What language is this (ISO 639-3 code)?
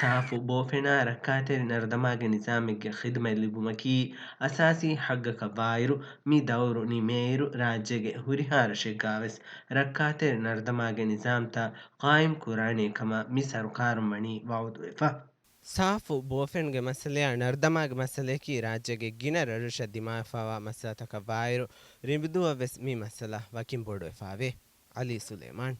div